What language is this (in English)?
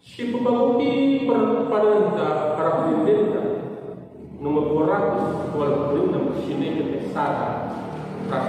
Batak Karo